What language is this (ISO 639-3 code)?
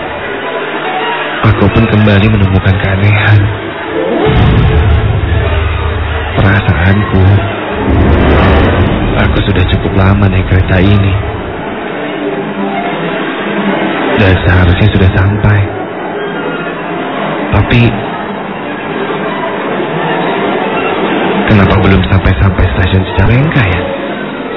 ind